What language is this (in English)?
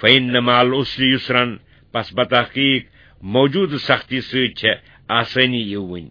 Kashmiri